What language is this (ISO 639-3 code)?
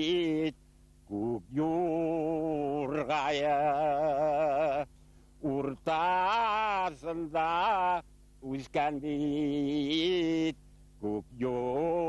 bak